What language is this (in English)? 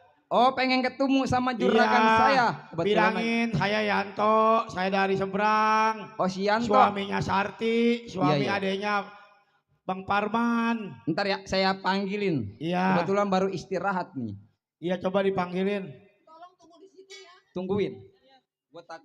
Betawi